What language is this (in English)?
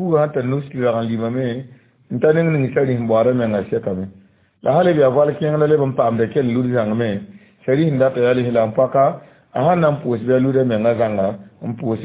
Mossi